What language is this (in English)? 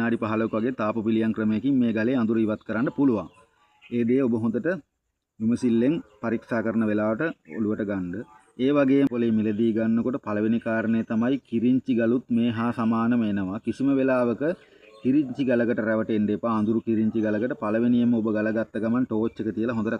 Sinhala